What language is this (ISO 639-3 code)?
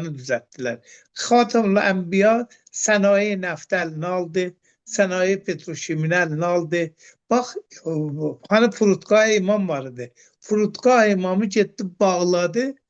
aze